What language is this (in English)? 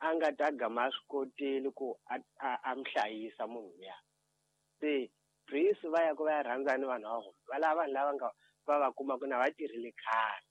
Tsonga